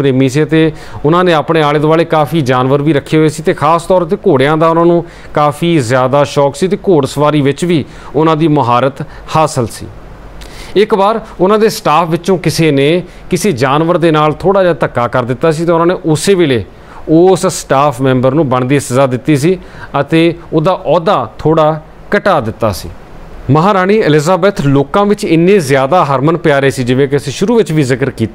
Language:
Punjabi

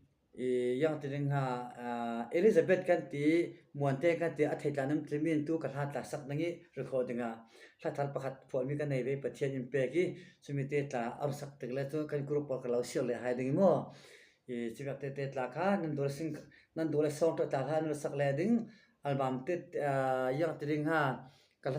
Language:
Falam Chin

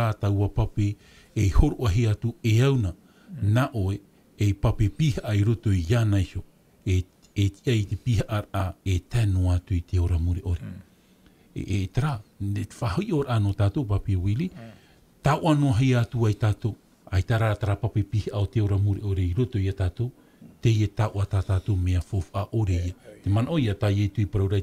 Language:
Tahitian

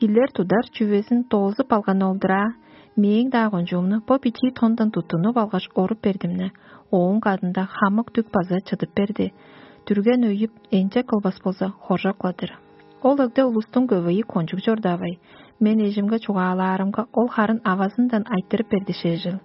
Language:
Tuvinian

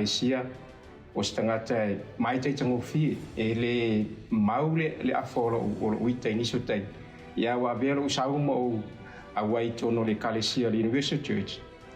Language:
Samoan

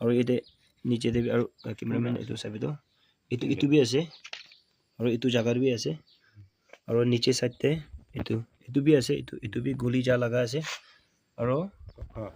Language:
Naga Pidgin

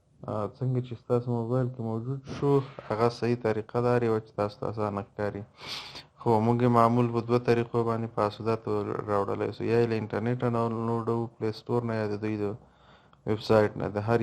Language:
Pashto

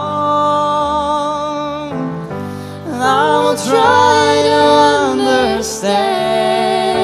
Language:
Faroese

